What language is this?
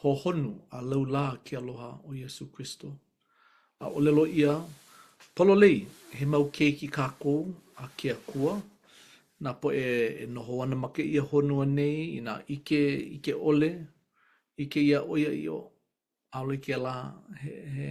Hawaiian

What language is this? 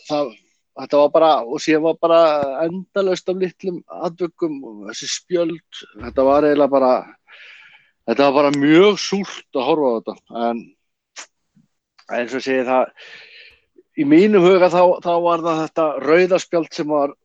Icelandic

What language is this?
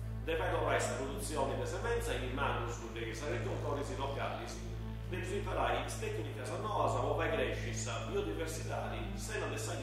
Sardinian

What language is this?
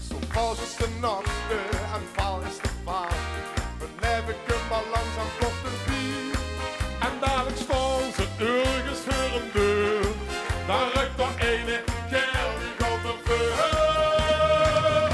Limburgish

